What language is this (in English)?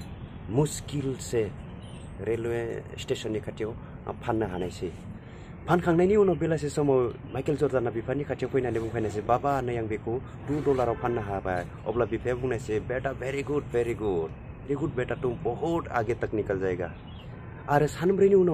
Bodo